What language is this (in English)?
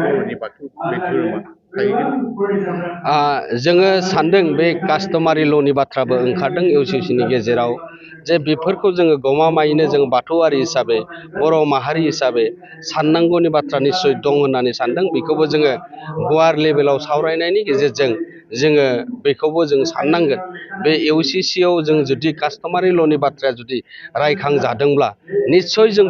Bodo